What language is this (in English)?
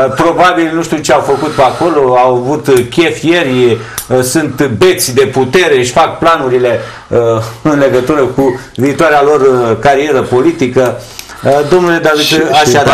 Romanian